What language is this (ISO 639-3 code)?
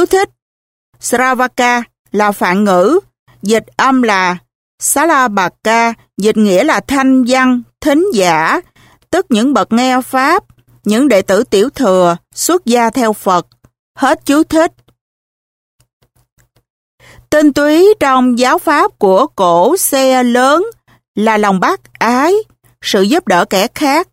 vie